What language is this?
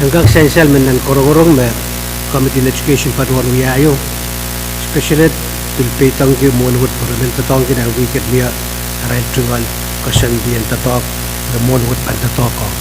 Pohnpeian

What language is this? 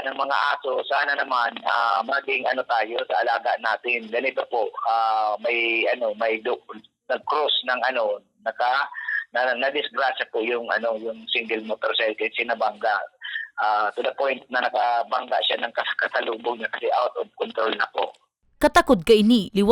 Bikol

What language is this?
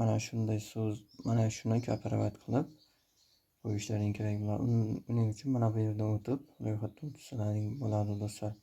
Uzbek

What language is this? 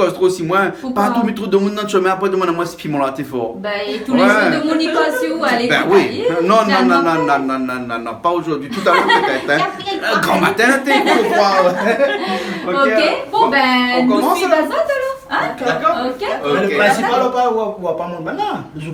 Réunion Creole French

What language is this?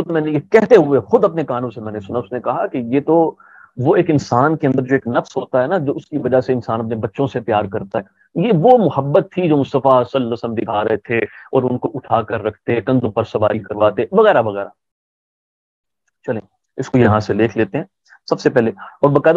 Urdu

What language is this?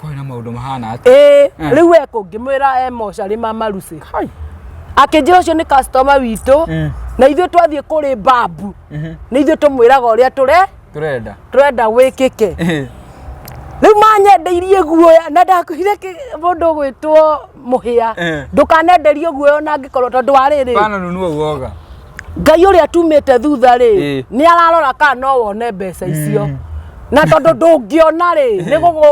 Kikuyu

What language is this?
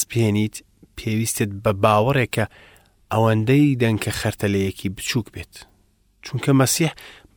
Central Kurdish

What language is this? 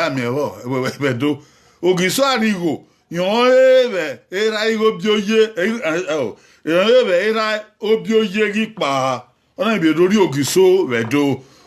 Bini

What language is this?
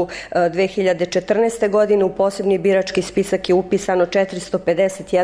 Serbian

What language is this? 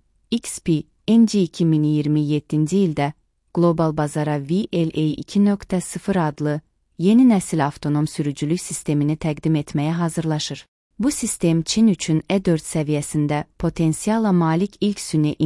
Azerbaijani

